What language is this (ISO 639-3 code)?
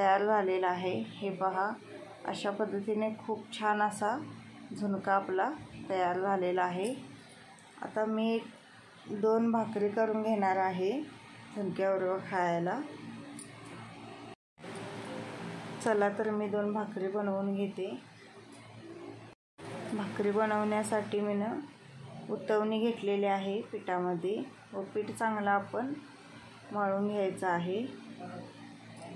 mar